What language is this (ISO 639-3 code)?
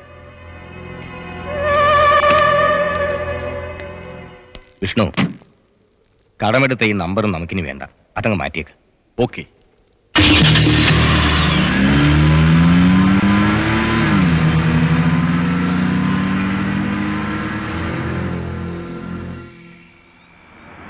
mal